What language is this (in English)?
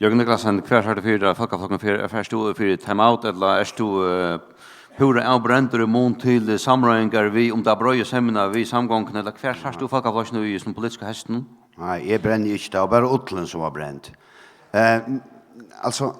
Faroese